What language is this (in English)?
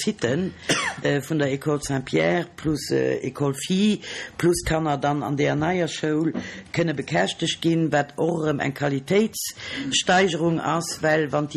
Luxembourgish